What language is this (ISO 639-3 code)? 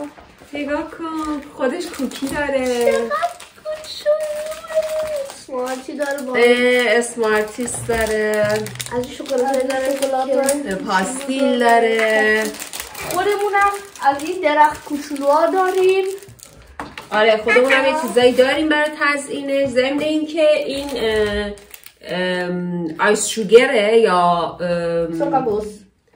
fas